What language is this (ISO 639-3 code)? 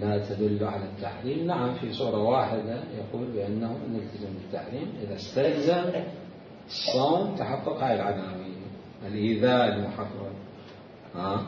acm